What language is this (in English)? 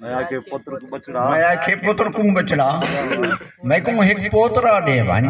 Saraiki